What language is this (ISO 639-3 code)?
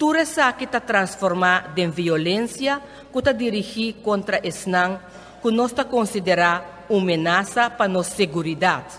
pap